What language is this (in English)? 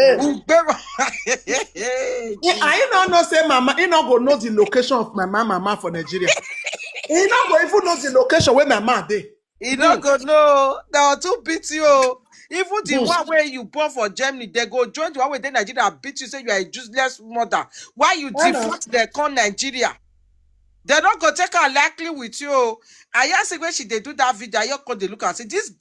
Nigerian Pidgin